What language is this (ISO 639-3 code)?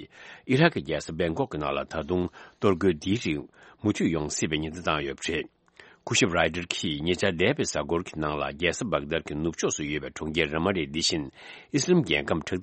bod